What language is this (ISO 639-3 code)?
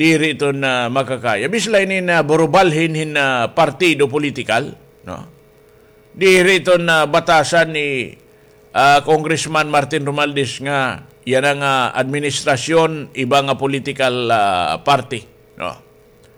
war